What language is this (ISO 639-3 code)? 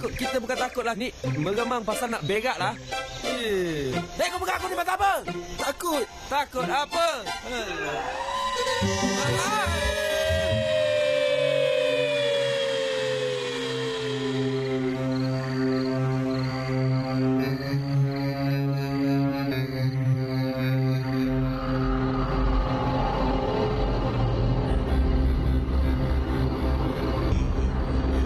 msa